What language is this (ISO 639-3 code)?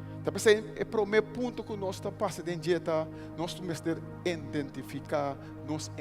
pap